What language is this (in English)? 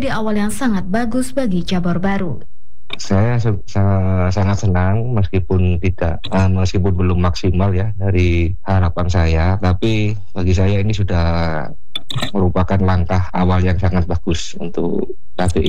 Indonesian